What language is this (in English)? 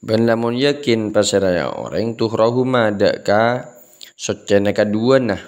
Madurese